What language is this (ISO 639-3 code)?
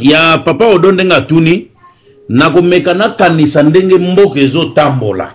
lin